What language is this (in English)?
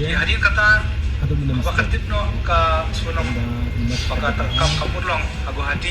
Khasi